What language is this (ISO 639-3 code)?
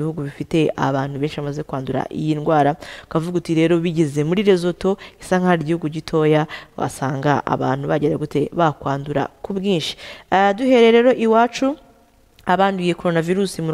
kin